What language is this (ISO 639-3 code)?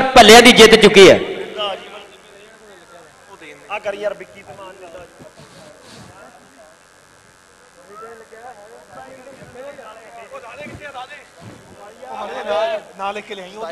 pan